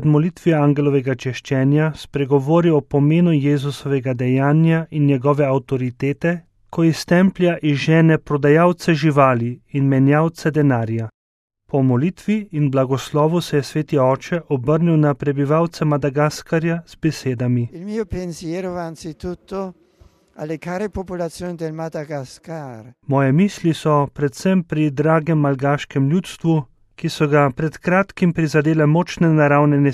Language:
Slovenian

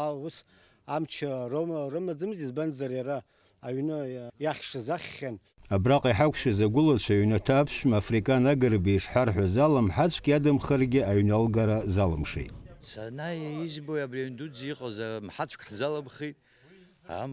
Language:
Abkhazian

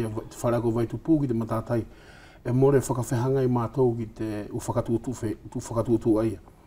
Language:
Wallisian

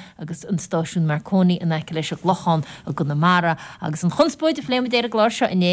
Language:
Irish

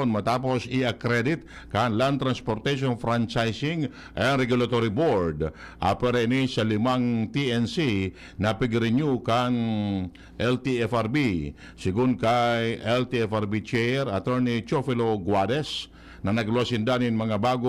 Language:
Bikol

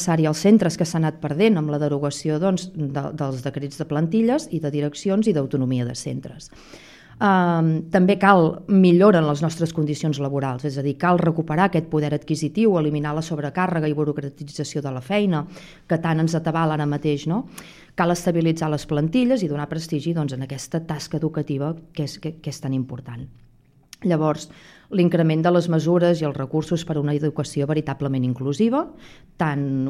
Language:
Catalan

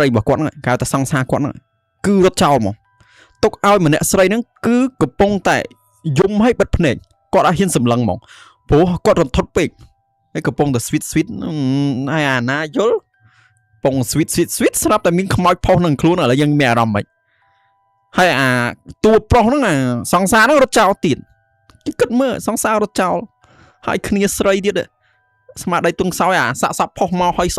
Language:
Khmer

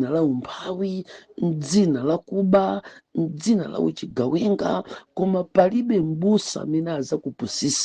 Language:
Nyanja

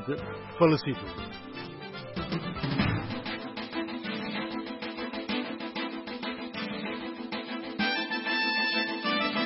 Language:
Portuguese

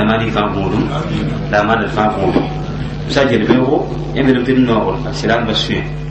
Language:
Mossi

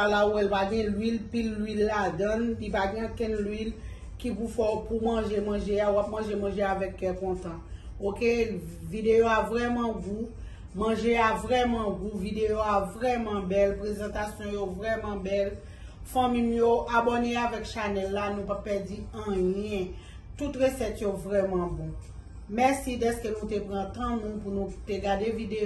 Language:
Haitian Creole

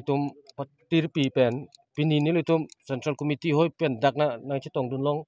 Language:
Karbi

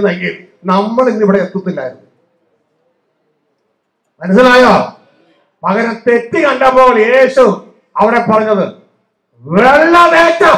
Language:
Malayalam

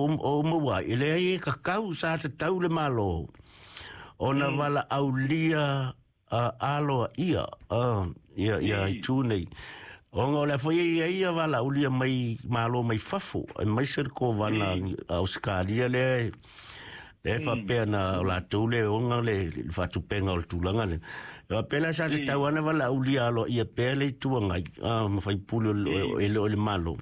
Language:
Samoan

